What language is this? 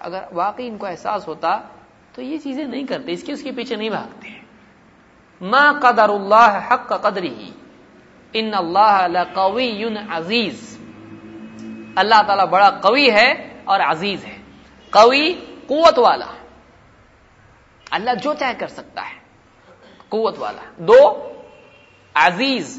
Urdu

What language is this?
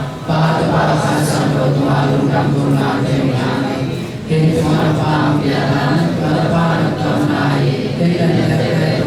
Tedim Chin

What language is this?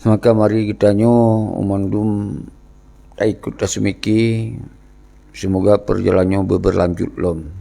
Achinese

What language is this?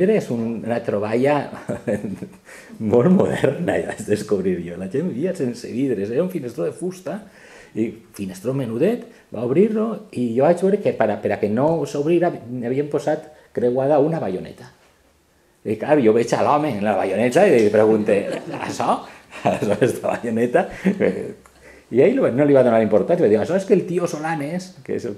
Catalan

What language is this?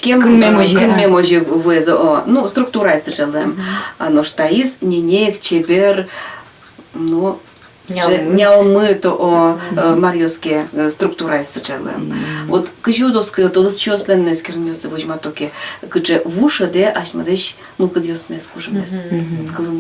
Udmurt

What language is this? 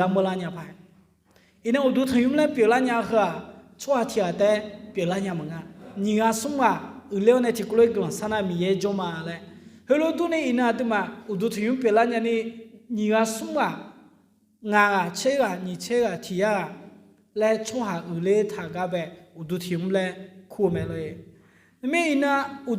Akha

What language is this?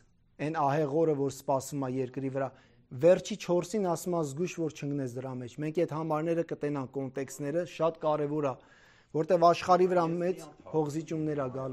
Armenian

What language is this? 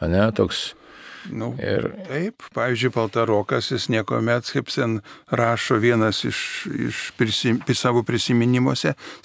Lithuanian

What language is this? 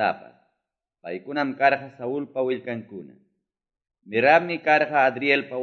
Quechua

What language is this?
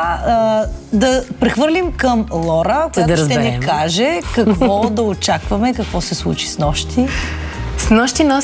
Bulgarian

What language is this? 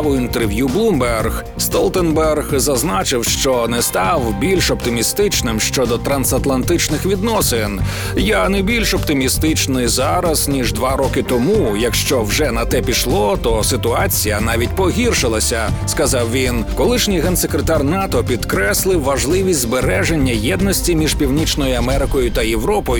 Ukrainian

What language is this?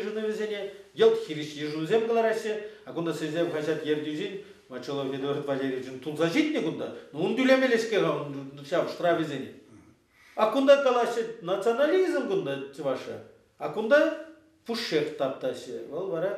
Chuvash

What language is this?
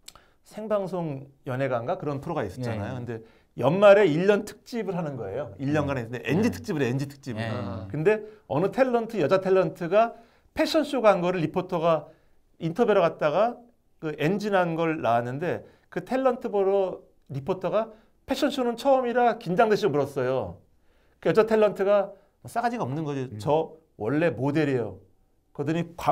Korean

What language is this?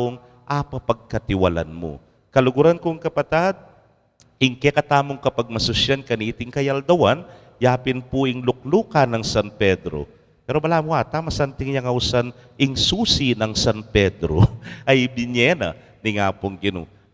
Pampanga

